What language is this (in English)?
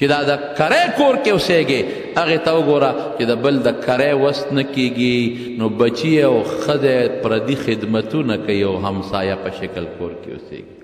Pashto